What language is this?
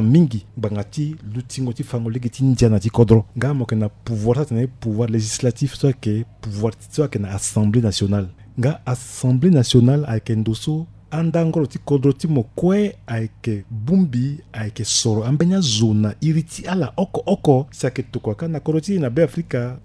Sango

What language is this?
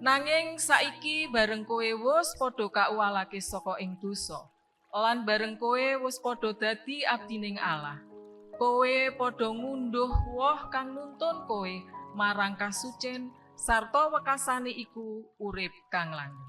Javanese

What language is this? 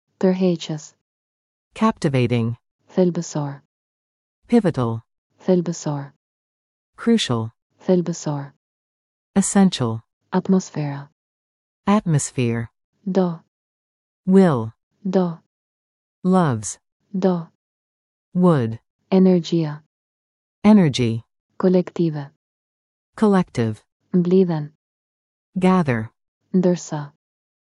Albanian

